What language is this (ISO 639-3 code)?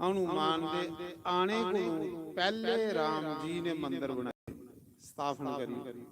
doi